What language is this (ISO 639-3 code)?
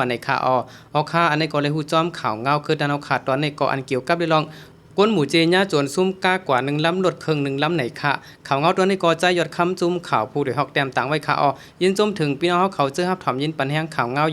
shn